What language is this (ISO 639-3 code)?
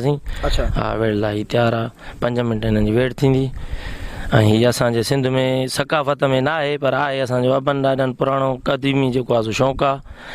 snd